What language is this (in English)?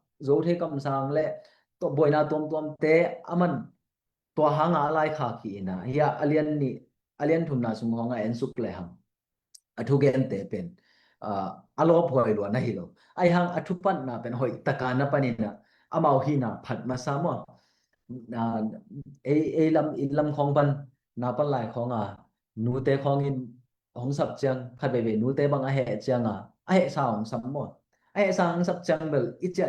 Tedim Chin